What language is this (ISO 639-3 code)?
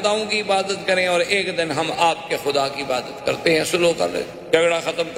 urd